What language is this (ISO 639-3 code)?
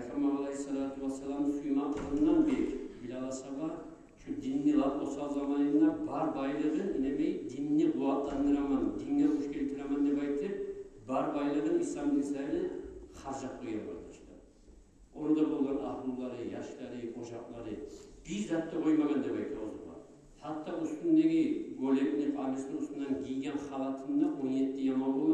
kum